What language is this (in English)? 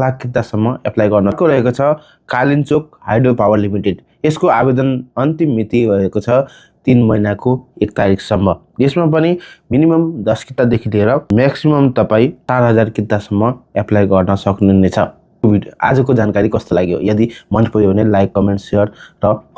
Nepali